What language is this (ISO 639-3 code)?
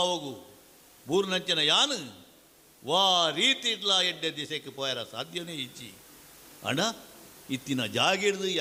tcy